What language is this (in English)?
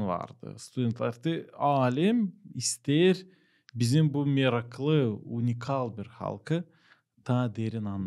Gagauz